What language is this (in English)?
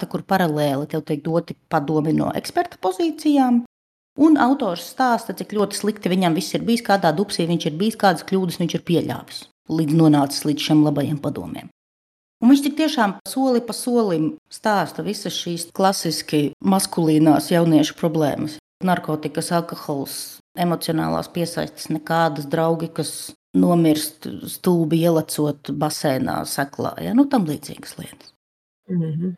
Latvian